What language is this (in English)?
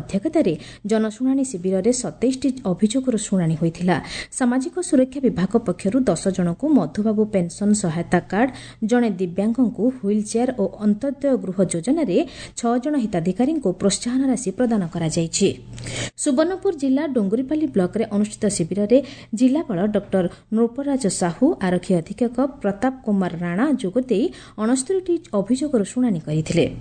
Odia